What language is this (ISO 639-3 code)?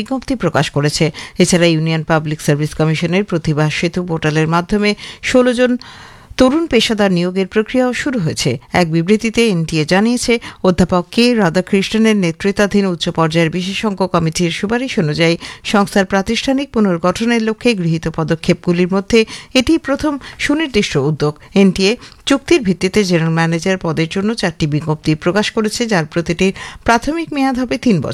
ben